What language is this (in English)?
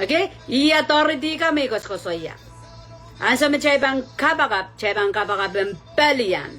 Pohnpeian